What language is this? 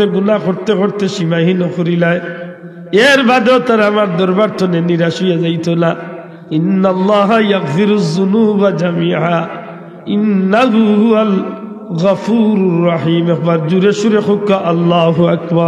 Sylheti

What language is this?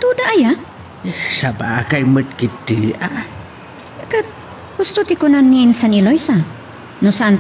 Iloko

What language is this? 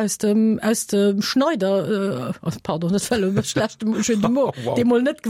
Luxembourgish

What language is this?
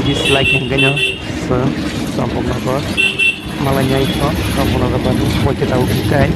Kok Borok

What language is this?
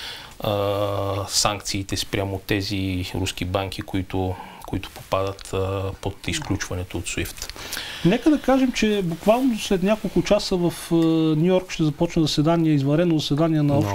Bulgarian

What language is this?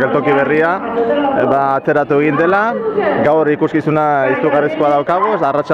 Basque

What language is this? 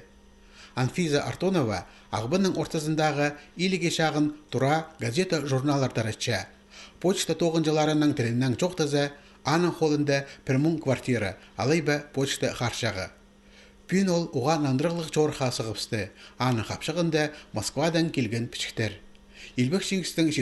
Khakas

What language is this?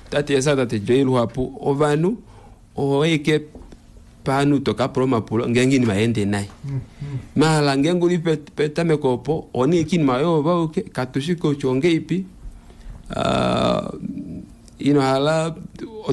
Kuanyama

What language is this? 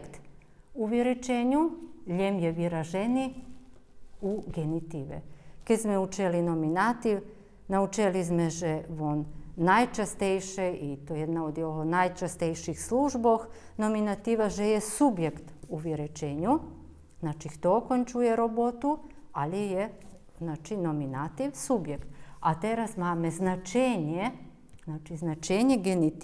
Rusyn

